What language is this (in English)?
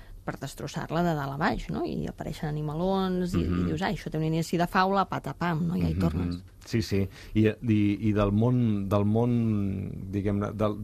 Catalan